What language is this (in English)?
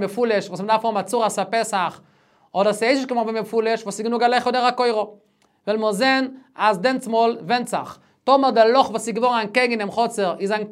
Yiddish